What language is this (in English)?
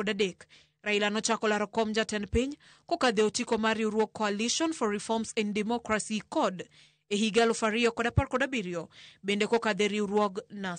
Luo (Kenya and Tanzania)